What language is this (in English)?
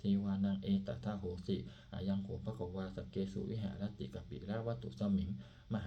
Pali